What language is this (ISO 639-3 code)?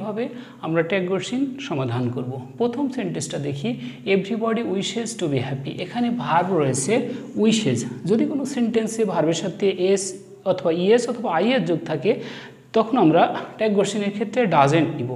ben